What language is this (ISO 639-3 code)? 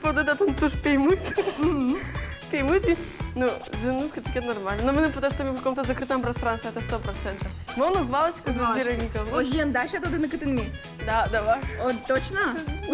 udm